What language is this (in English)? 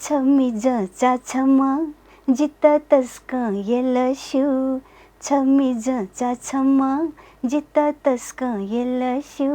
Newari